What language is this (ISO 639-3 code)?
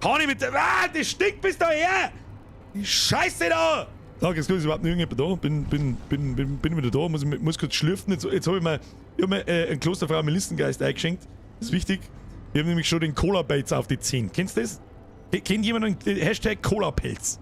bar